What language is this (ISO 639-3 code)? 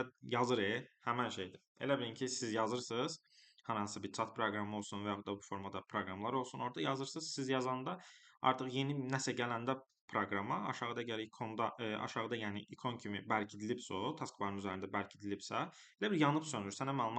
aze